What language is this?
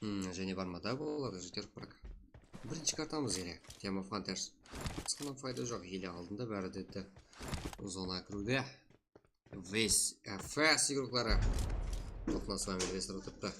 Kara-Kalpak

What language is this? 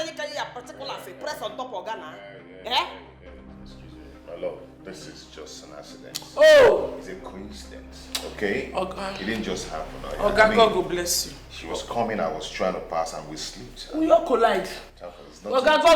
Nigerian Pidgin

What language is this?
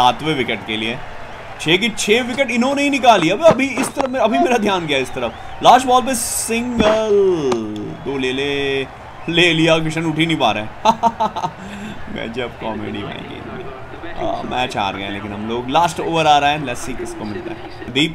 Hindi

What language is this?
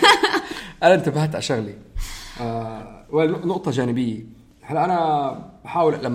North Levantine Arabic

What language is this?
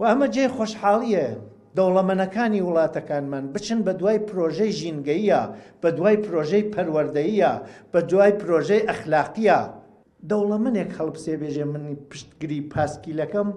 Central Kurdish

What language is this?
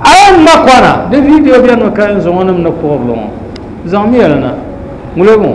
Dagbani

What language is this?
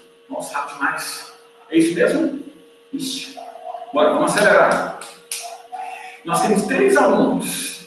Portuguese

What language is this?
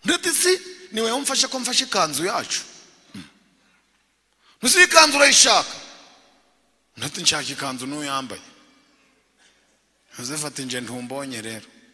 Kinyarwanda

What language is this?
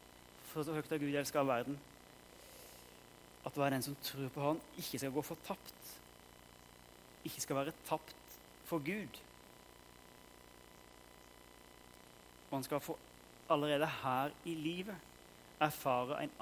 Norwegian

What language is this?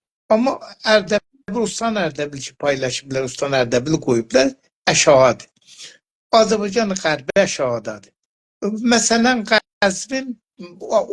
South Azerbaijani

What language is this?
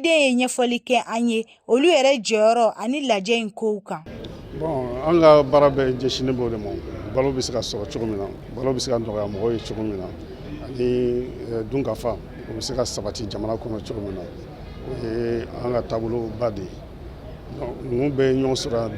Bambara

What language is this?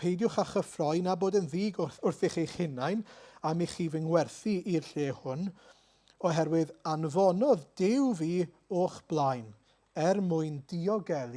Welsh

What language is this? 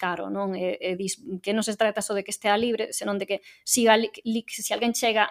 Galician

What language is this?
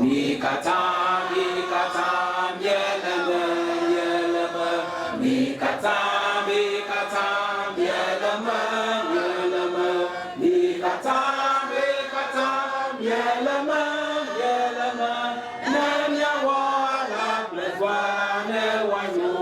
Ewe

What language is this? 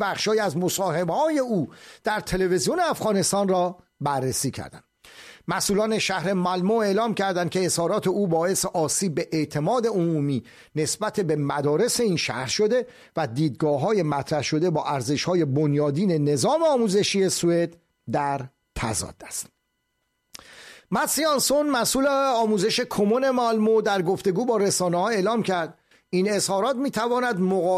Persian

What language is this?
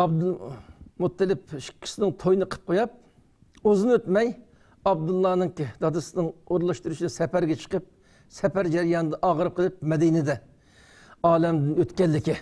Uyghur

